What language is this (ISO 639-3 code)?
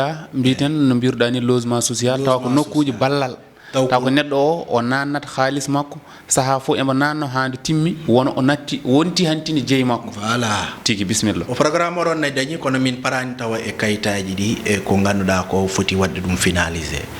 ful